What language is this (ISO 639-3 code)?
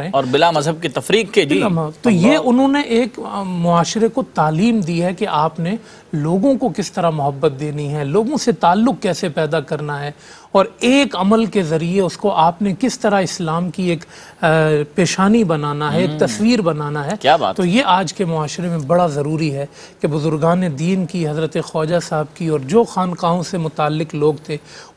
urd